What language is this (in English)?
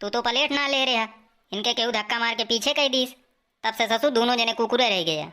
Awadhi